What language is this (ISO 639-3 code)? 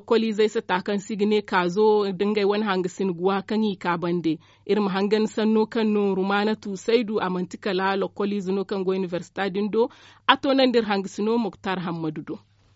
dje